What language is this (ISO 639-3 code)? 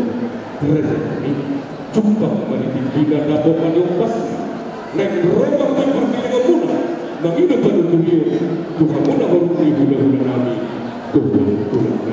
bbc